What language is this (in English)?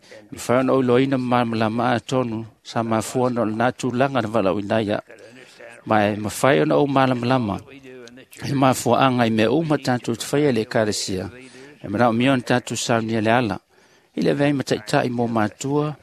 Samoan